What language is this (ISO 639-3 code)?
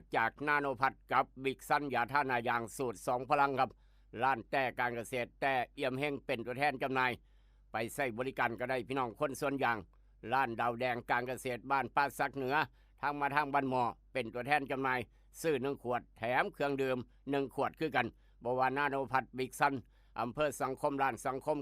lao